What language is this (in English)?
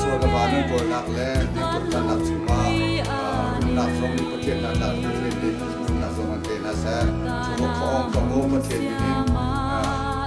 Hakha Chin